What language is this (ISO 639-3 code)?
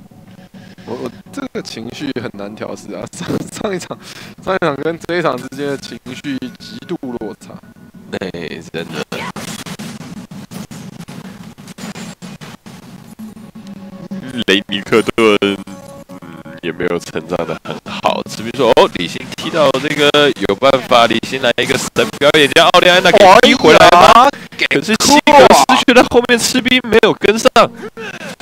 zho